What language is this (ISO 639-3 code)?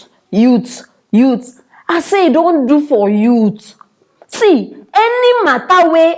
pcm